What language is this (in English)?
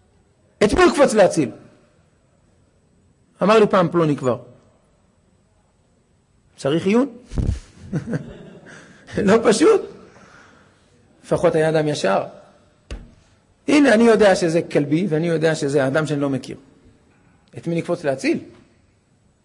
Hebrew